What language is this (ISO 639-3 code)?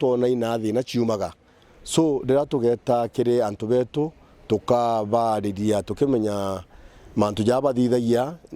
mer